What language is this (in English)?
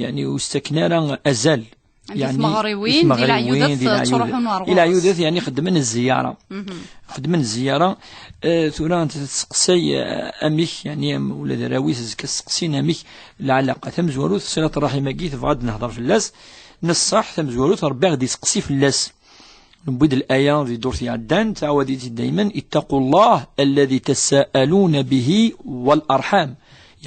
Kabyle